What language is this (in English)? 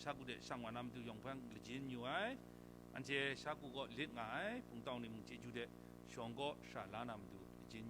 Kachin